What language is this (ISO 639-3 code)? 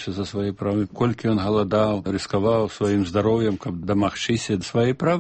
bel